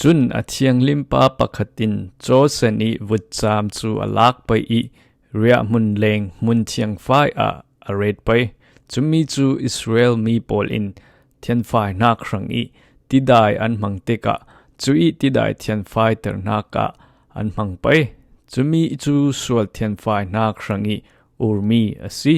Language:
Falam Chin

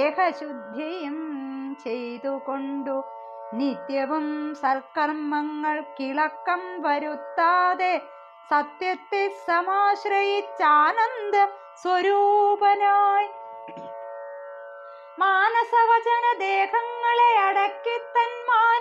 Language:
Malayalam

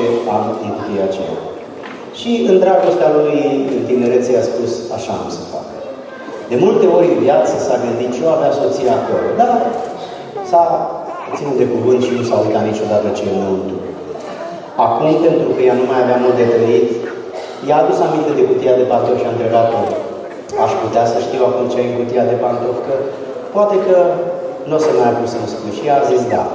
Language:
Romanian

